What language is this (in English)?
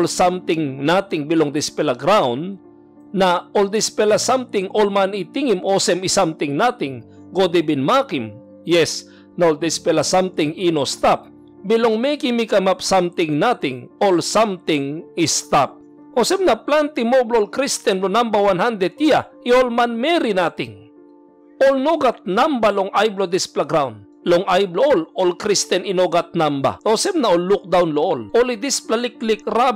Tok Pisin